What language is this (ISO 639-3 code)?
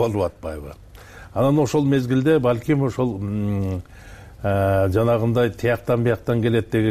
kir